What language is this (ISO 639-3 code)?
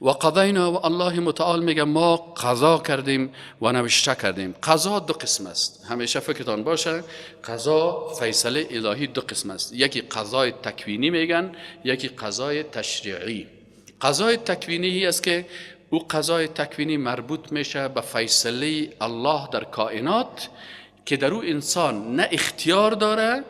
fas